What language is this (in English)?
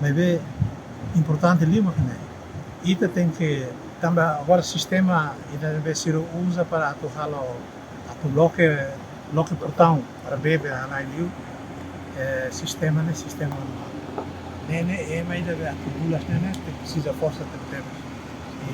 Tetum